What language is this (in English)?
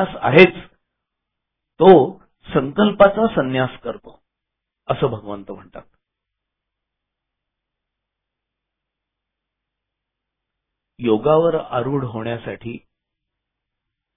Marathi